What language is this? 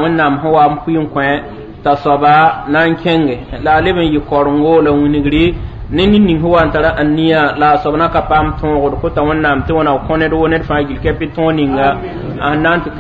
Mossi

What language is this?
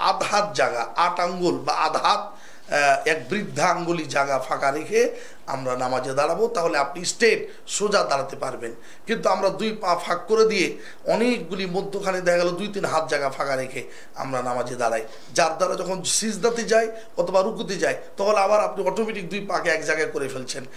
Bangla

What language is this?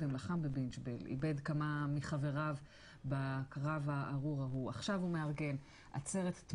Hebrew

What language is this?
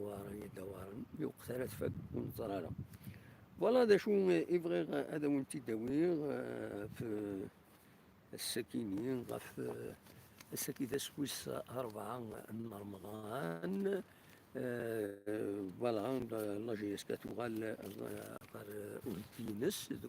Kabyle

